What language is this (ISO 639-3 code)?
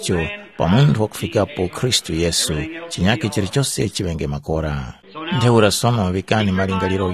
tum